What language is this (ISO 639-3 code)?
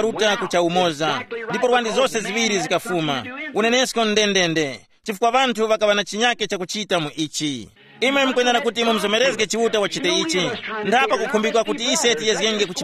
tum